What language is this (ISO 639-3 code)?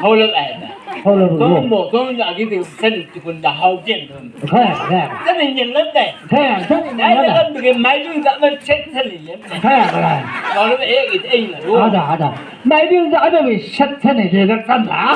nbc